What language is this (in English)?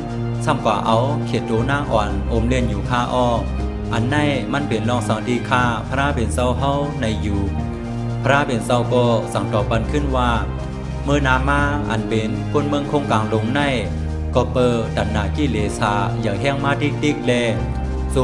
Shan